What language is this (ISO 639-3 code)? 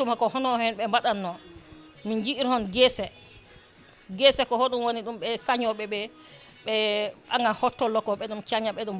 ful